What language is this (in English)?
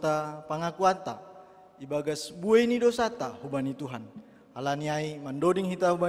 Batak Simalungun